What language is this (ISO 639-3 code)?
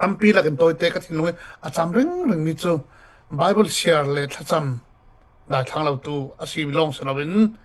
cfm